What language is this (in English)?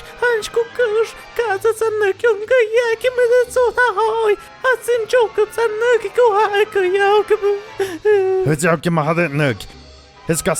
Tlahuitoltepec Mixe